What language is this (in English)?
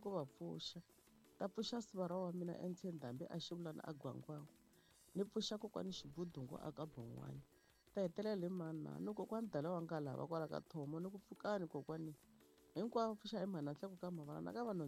Tsonga